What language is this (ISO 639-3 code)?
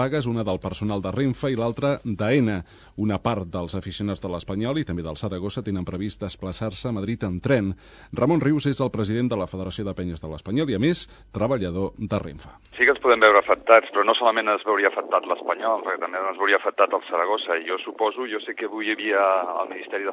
cat